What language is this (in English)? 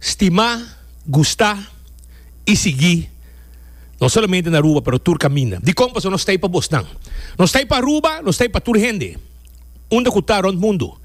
Papiamento